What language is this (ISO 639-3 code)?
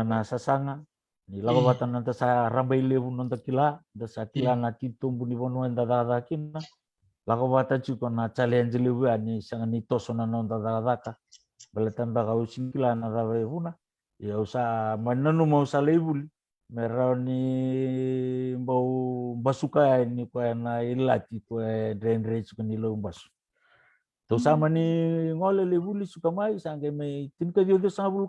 fij